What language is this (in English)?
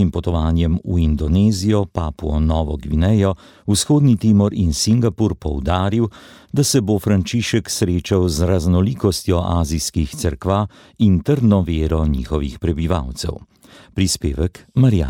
Slovenian